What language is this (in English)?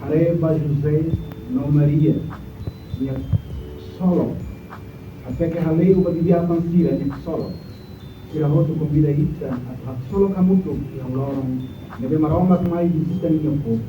Tetum